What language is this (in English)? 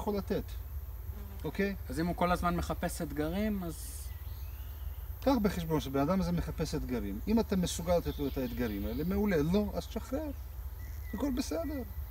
Hebrew